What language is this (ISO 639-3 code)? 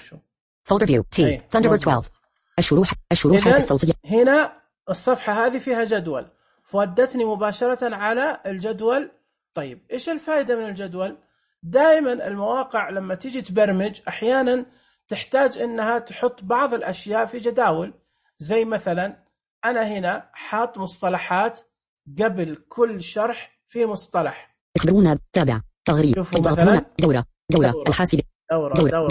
ars